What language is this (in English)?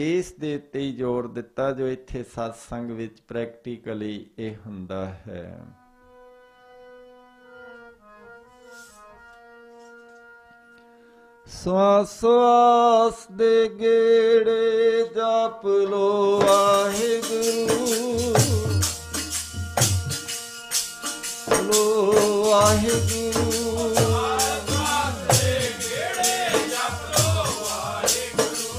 Punjabi